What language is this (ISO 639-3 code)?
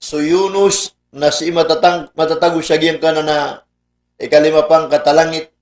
mrw